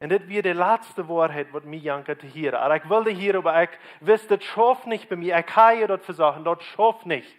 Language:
Plautdietsch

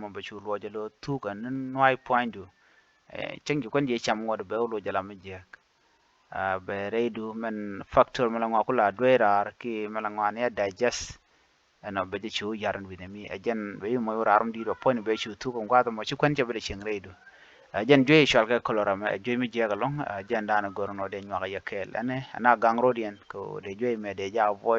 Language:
Nuer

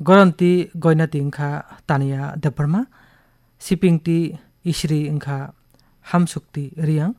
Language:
Kok Borok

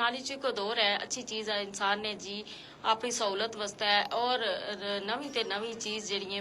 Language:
Gujari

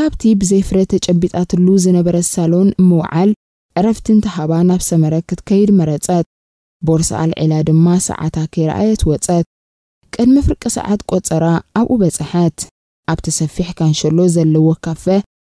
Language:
Tigrinya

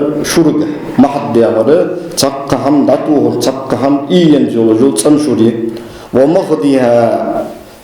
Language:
Ingush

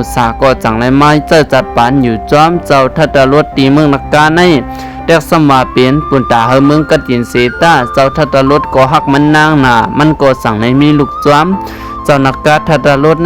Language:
Shan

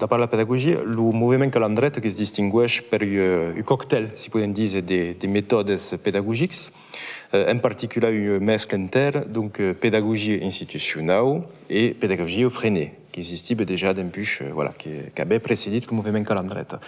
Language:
Occitan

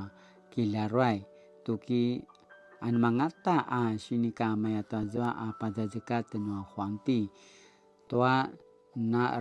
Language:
Paiwan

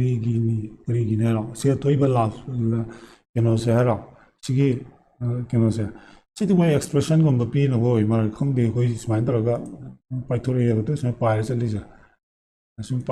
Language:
Manipuri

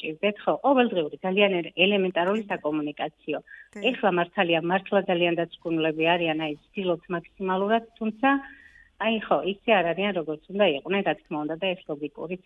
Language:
Georgian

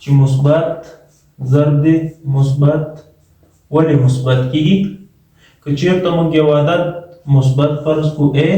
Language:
Pashto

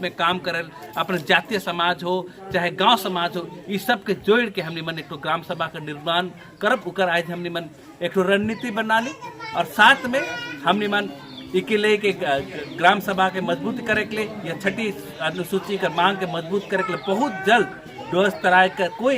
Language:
Sadri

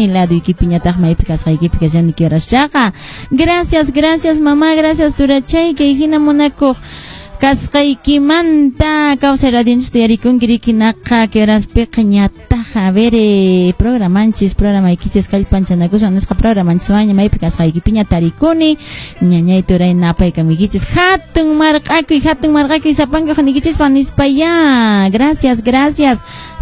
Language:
Quechua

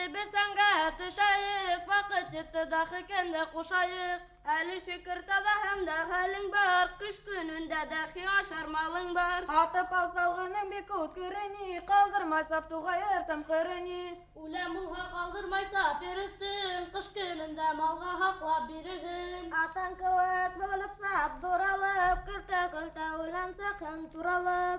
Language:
Bashkir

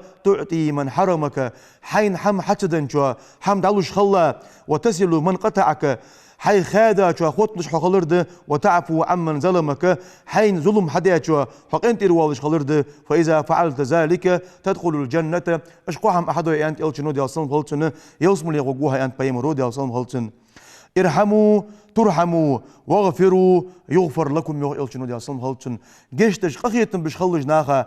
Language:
Ingush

